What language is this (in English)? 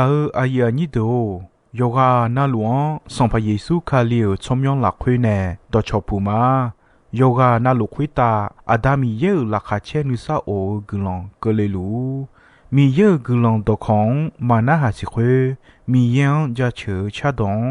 Akha